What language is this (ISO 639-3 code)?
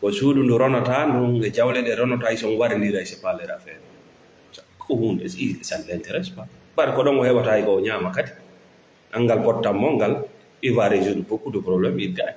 ful